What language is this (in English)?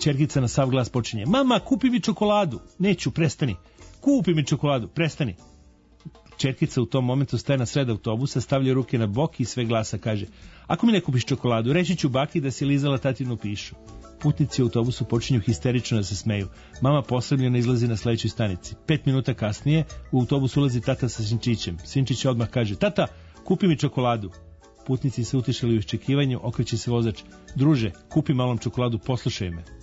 Serbian